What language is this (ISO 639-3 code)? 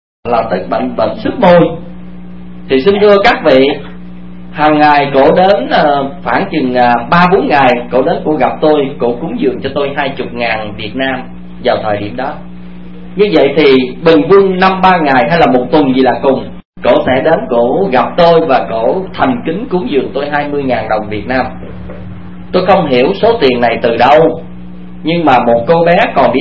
vie